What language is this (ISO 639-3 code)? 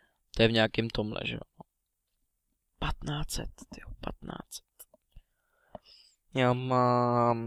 ces